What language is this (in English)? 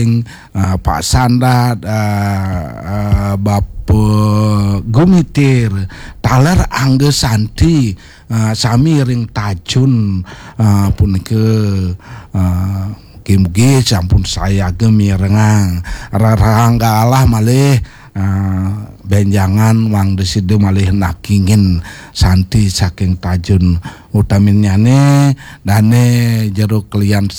Balinese